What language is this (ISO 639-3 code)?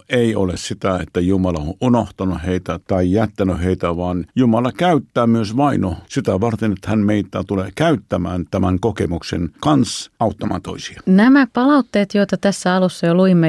fin